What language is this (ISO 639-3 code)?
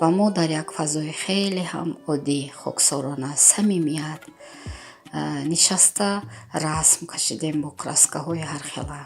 tgk